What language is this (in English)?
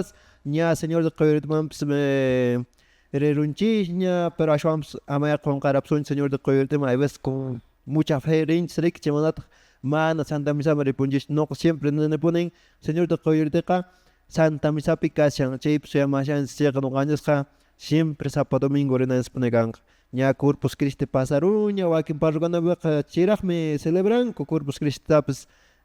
Quechua